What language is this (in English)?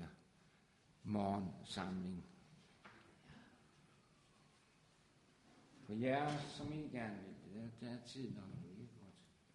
Danish